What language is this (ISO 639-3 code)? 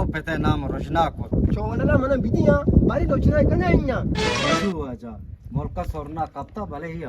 bgp